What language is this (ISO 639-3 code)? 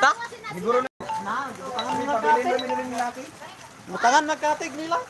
ceb